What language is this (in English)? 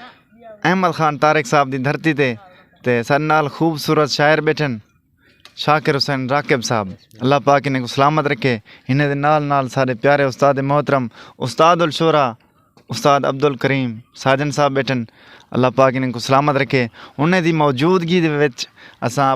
Saraiki